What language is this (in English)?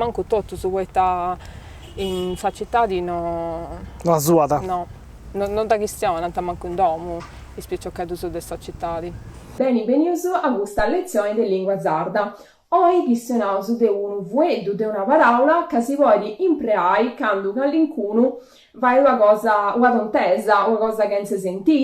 Sardinian